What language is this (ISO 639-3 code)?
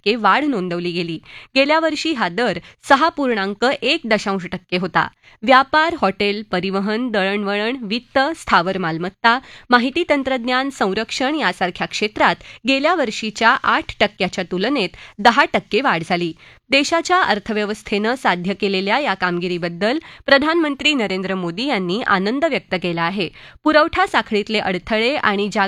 mar